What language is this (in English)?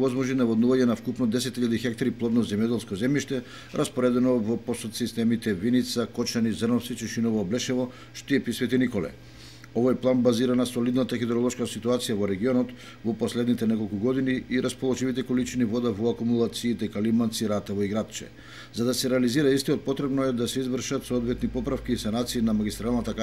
Macedonian